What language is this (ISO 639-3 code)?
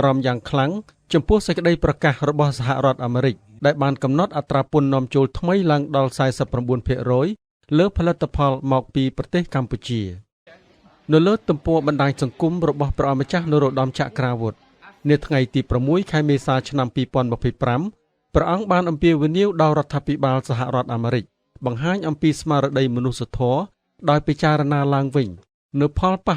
khm